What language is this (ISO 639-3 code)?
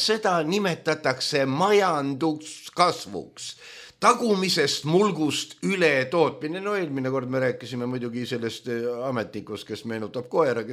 est